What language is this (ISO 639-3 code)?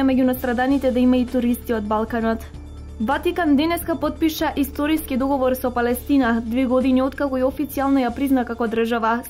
mkd